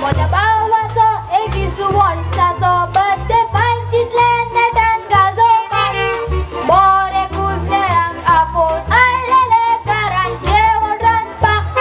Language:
Konkani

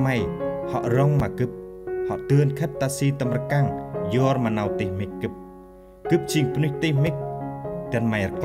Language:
Central Mnong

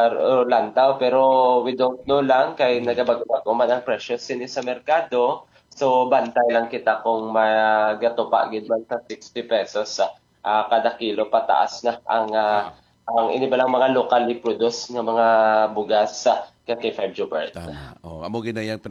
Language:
Hiligaynon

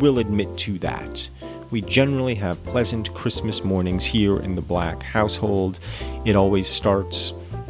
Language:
English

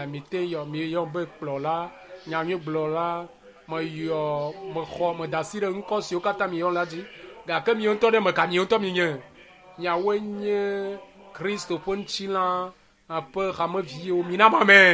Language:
Ewe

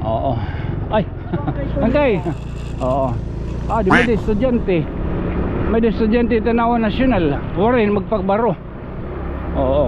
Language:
Waray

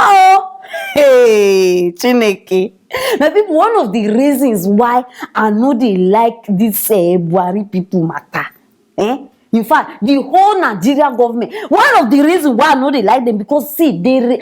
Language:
Nigerian Pidgin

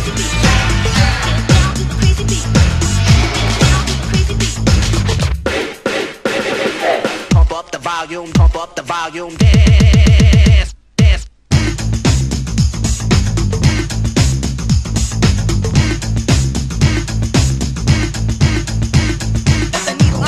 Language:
English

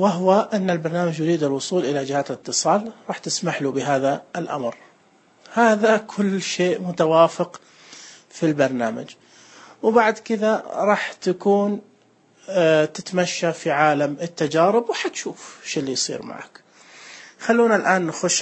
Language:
Najdi Arabic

